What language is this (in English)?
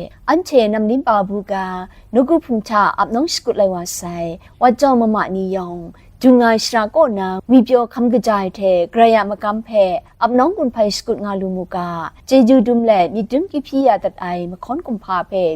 Kachin